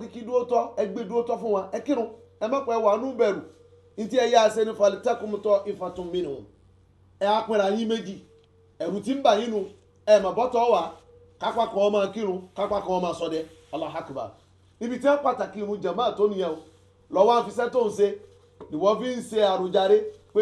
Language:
Yoruba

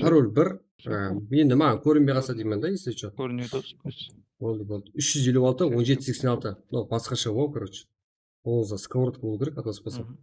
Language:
Kara-Kalpak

